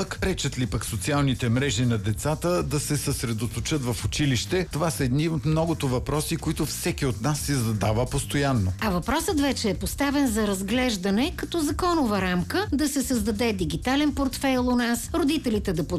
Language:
Bulgarian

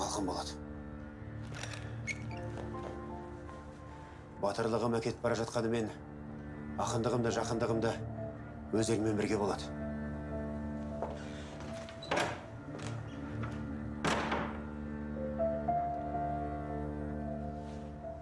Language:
Kazakh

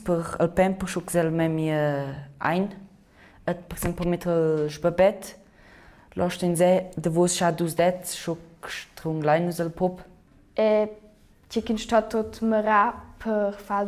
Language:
Romansh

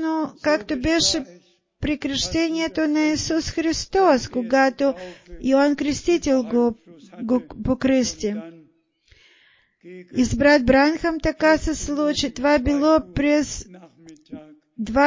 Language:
Bulgarian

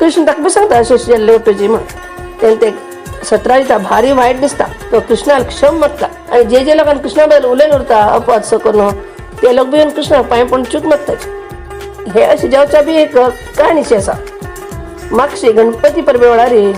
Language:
Konkani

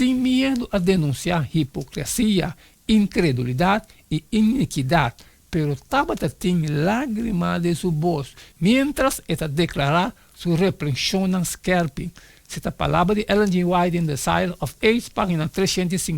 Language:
Papiamento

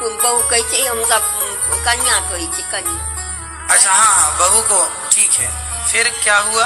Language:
Maithili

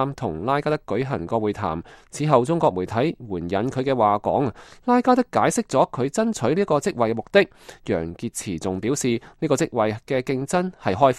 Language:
Cantonese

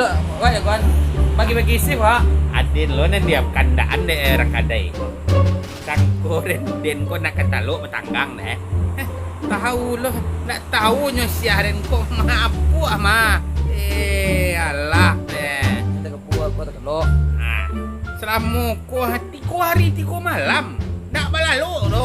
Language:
Minangkabau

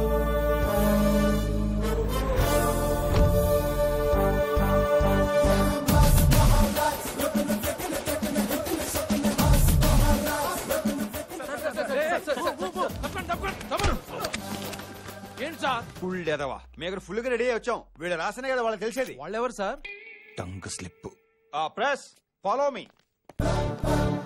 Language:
Telugu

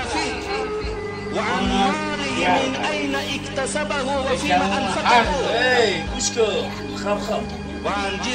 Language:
Tajik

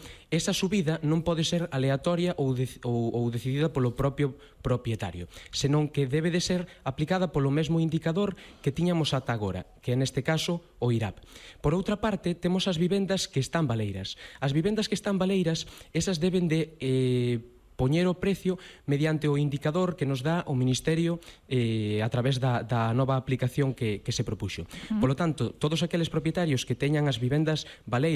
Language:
Galician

